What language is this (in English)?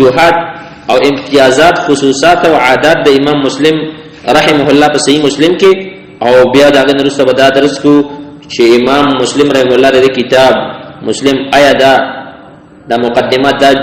Pashto